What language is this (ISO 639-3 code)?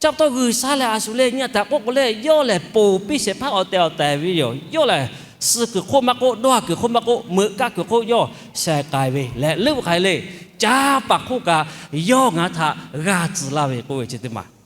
lhu